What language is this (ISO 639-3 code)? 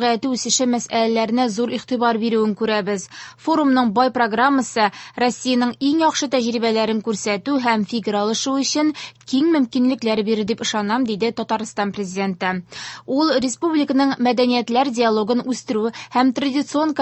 tat